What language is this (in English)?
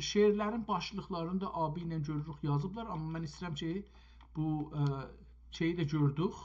South Azerbaijani